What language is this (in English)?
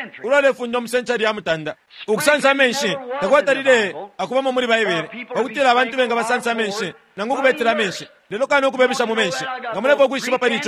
Bemba